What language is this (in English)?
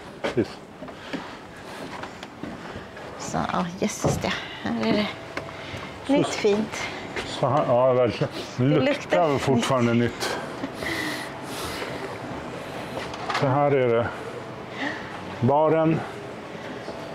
Swedish